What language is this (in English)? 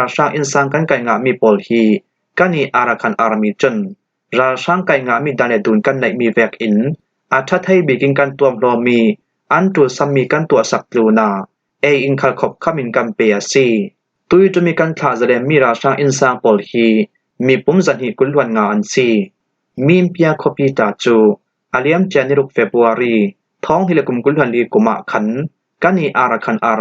Falam Chin